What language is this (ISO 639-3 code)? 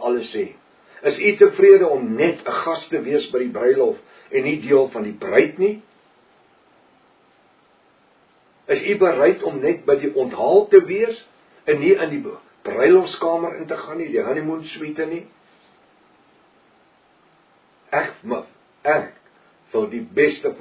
afr